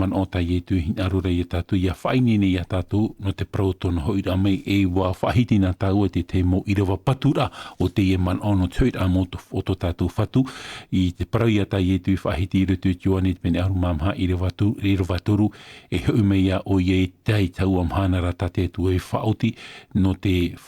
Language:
Tahitian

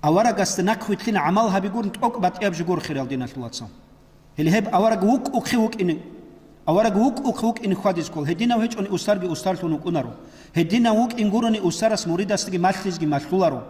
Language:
Avaric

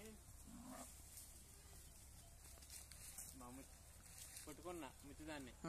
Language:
Telugu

